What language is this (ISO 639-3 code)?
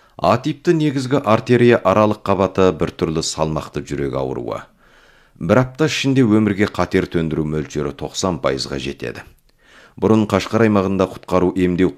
kaz